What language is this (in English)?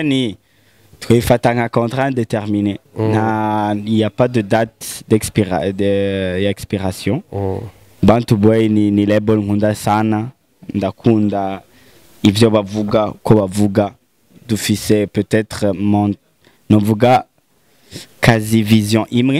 Rundi